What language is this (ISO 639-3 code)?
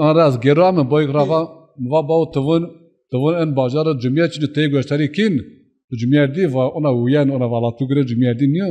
zza